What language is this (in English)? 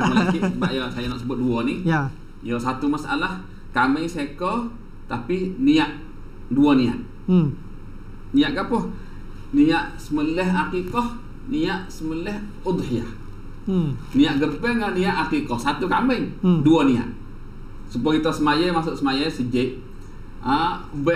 Malay